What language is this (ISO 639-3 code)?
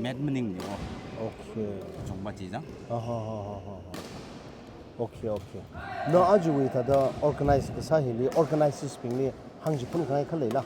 nmf